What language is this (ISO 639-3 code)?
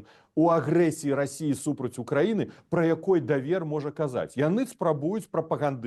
bel